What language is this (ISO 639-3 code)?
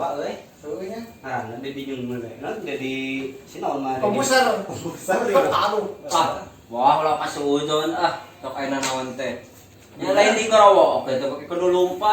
sun